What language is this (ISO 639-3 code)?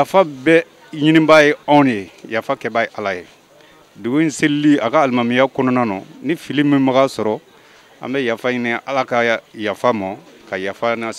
bam